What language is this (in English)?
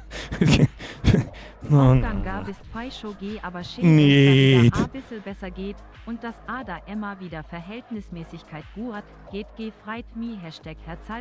Bavarian